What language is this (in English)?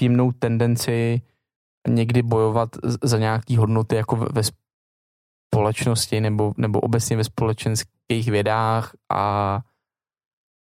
Czech